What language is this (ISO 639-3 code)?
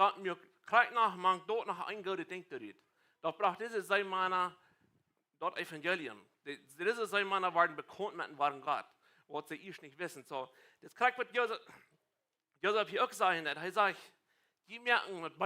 pdt